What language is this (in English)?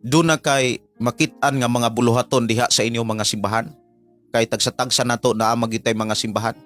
Cebuano